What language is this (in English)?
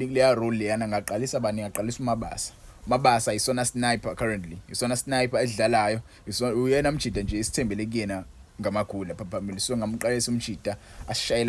Zulu